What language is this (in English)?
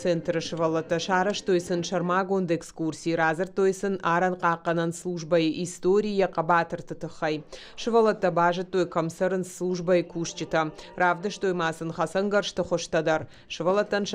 Ossetic